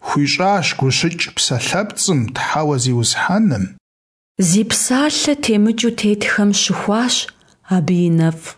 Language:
Kabardian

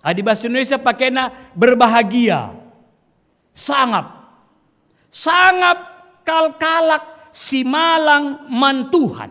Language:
Batak Karo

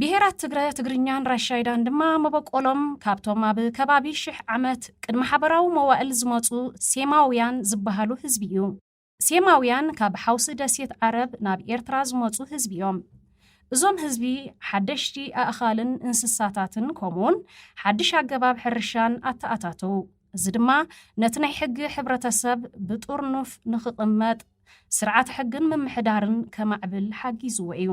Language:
Tigrinya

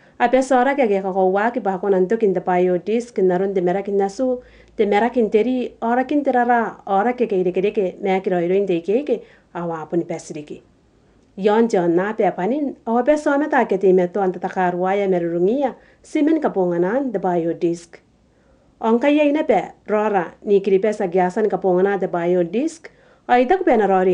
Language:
Gilbertese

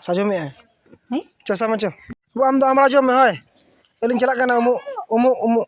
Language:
Santali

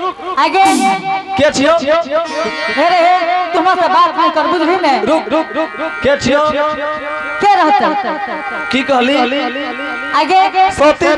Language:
Angika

